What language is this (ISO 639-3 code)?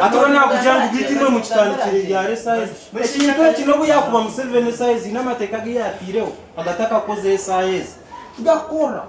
nyn